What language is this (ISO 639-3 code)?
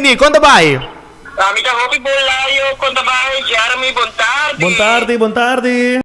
pap